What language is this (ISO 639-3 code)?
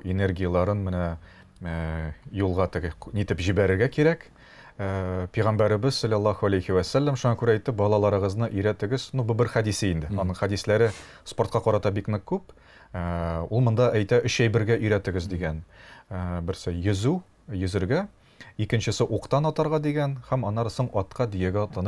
tat